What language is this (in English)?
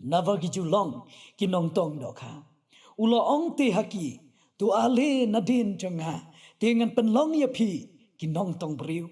Khasi